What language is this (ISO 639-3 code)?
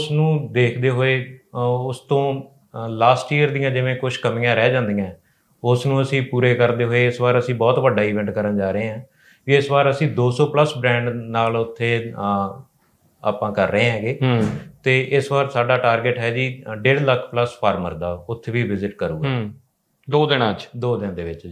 pan